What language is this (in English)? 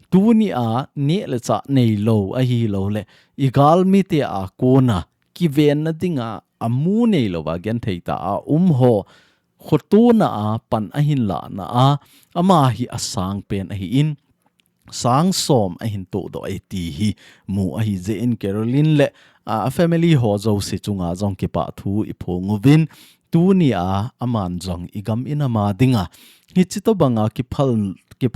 Thado Chin